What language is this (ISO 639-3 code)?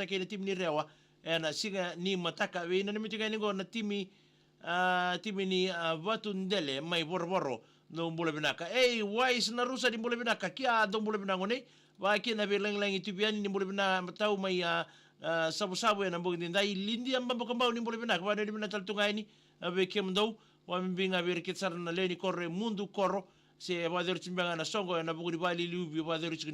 fij